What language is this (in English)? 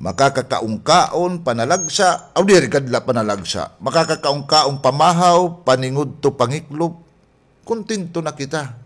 Waray